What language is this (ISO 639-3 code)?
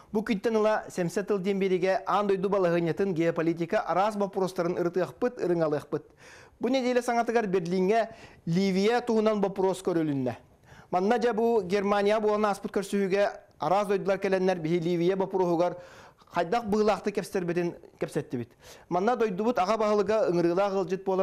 sah